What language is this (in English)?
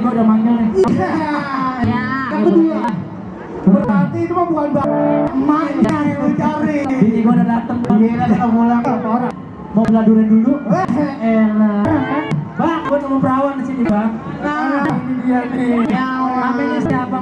Betawi